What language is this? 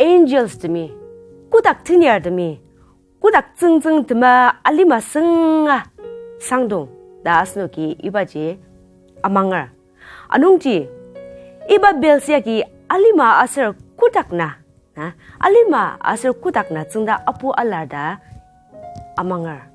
Ao Naga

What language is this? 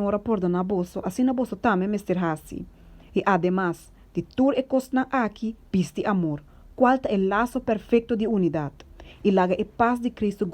Papiamento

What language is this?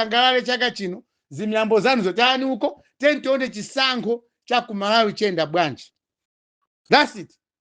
Nyanja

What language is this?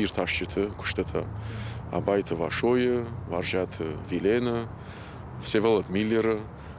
Ossetic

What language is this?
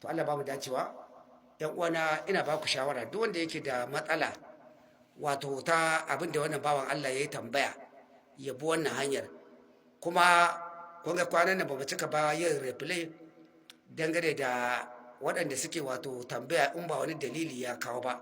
Hausa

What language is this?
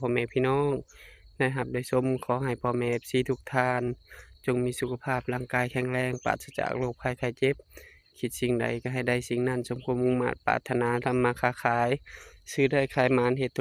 Northeastern Thai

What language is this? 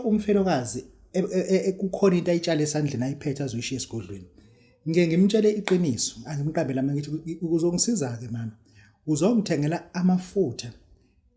Zulu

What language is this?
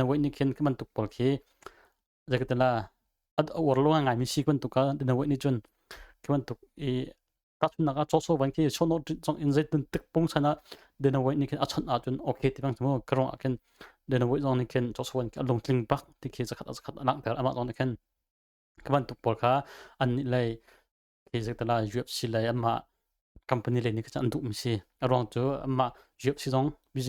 Hakha Chin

